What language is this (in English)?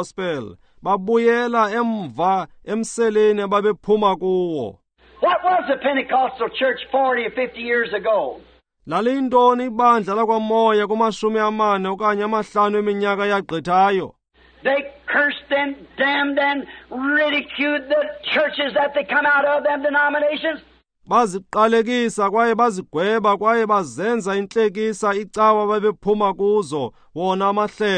Xhosa